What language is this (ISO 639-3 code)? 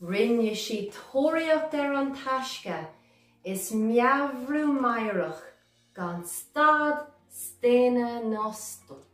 gle